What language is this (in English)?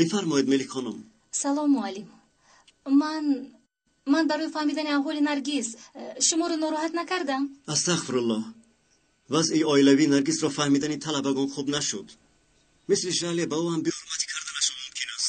Tajik